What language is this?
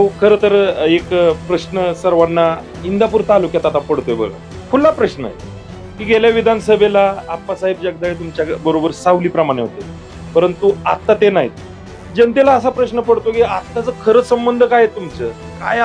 Marathi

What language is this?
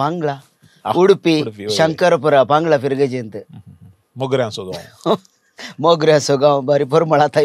Konkani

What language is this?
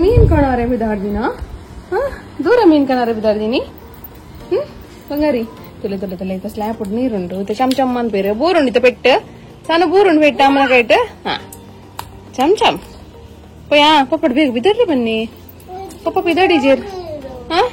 Tulu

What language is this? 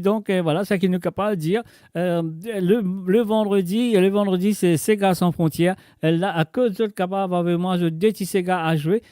Morisyen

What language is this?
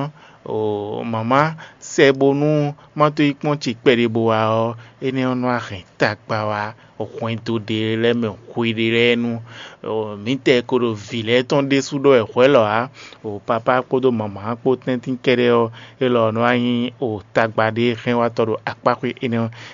Fon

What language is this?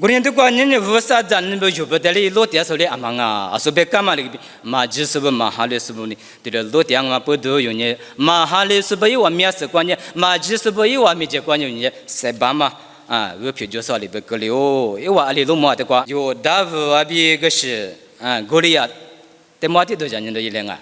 Lisu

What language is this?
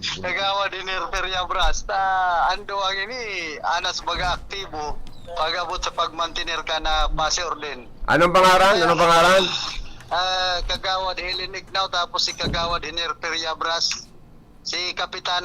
Bikol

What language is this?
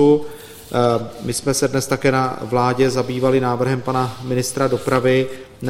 Czech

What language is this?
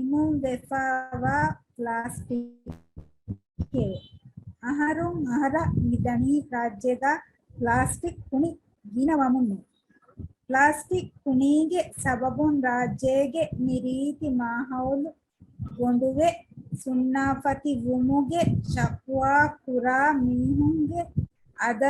Divehi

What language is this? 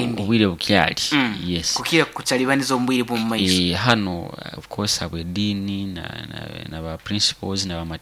Nyoro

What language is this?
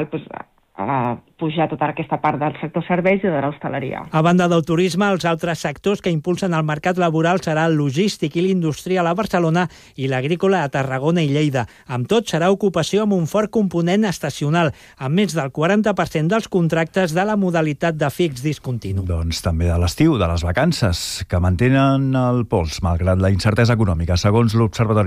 Catalan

